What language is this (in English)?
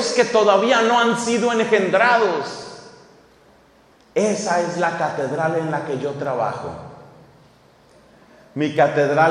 Spanish